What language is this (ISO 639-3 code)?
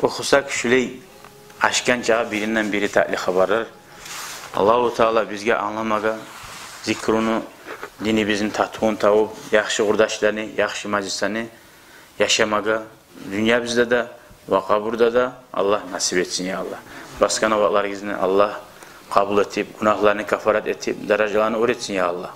kum